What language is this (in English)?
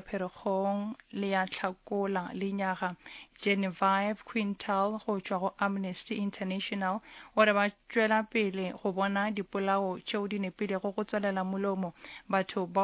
Northern Sotho